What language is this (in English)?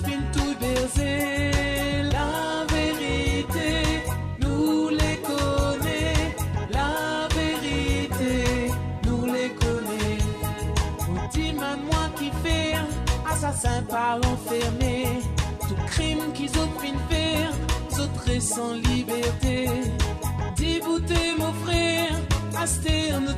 Morisyen